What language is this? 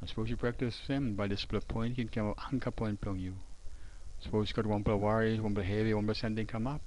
Tok Pisin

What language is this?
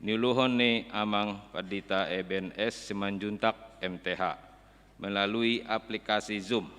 Batak Toba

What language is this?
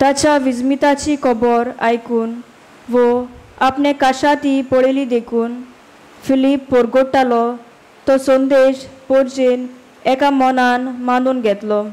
Konkani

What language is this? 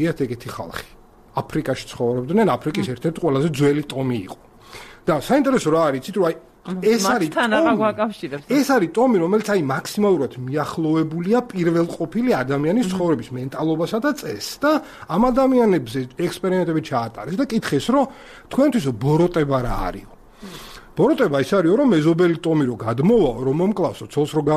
Georgian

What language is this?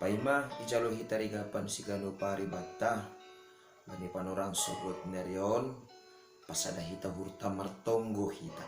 Batak Simalungun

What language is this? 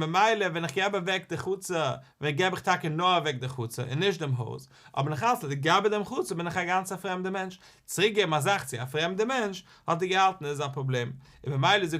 Yiddish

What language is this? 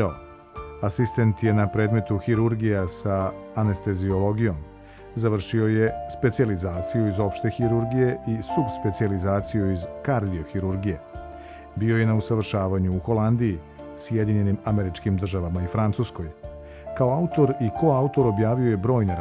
Serbian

